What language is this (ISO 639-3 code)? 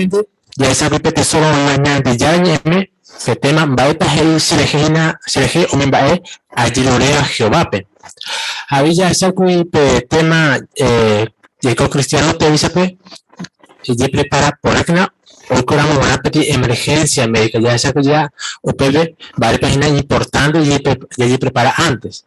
grn